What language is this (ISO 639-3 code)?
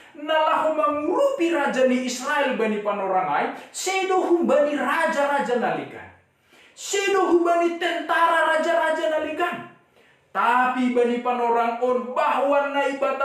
bts